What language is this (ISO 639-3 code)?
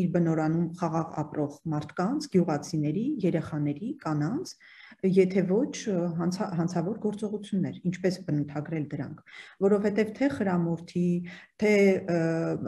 hye